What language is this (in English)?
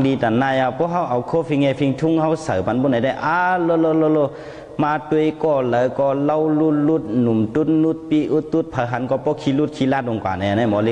Shan